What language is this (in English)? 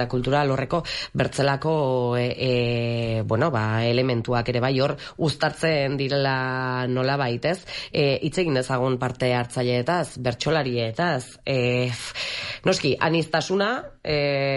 Basque